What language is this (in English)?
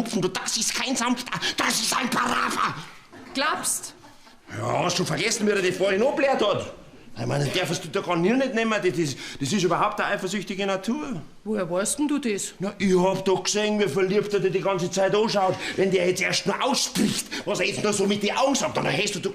Bavarian